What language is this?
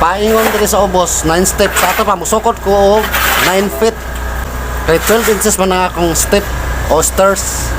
Cebuano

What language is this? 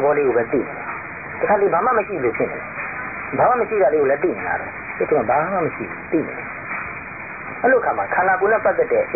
Burmese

